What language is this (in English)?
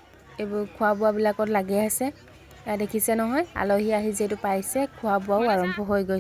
Assamese